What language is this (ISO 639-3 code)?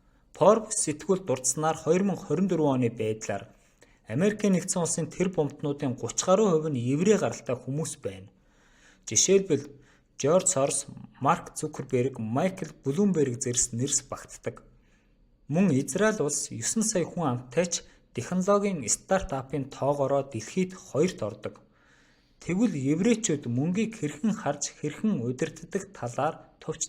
mon